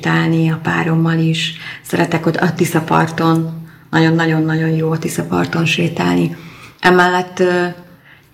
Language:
Hungarian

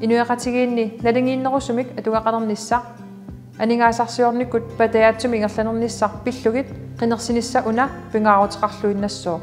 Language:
Kalaallisut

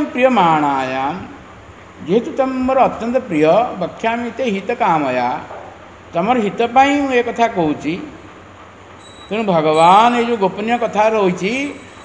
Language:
Odia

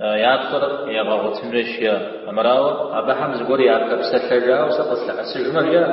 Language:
Kabardian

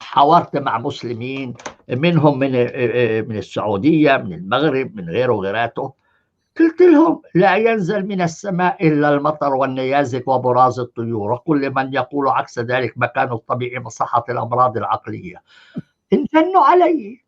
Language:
North Levantine Arabic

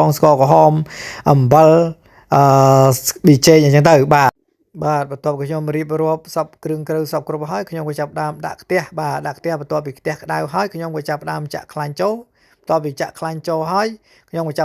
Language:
Khmer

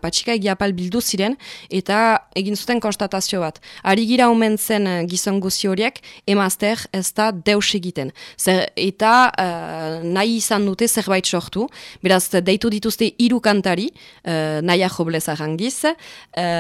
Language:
Basque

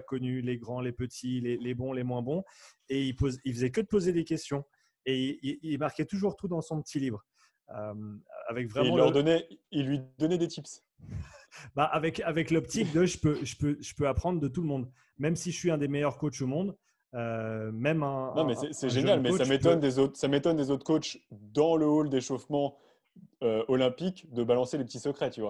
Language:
French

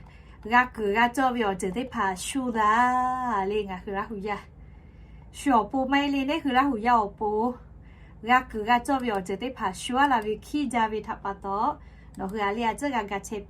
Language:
Lahu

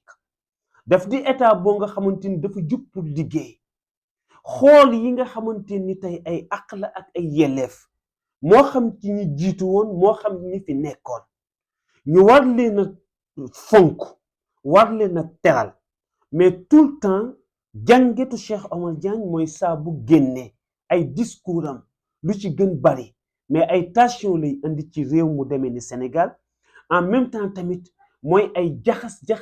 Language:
Wolof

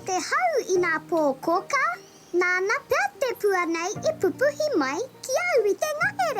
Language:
Māori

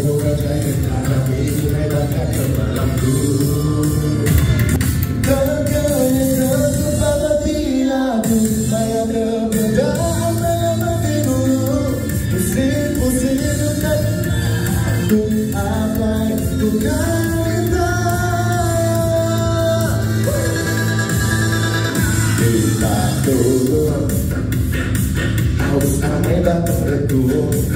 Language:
Malay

